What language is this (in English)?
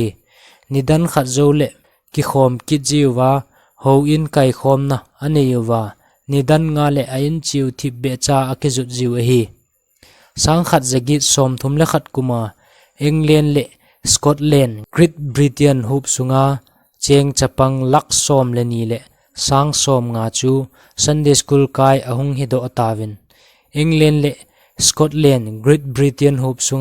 Thado Chin